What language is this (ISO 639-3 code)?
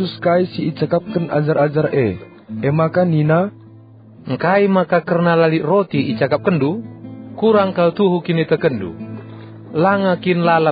btx